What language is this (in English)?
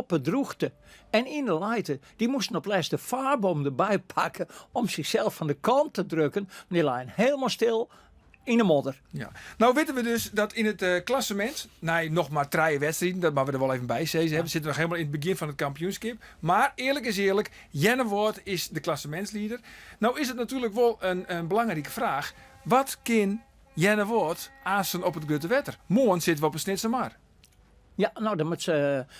Western Frisian